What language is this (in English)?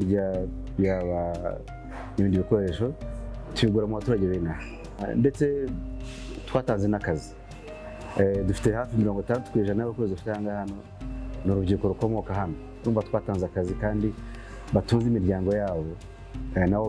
Kinyarwanda